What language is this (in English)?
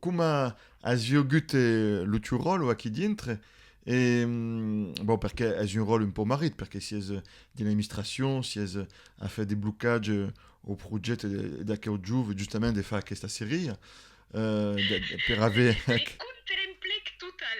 Occitan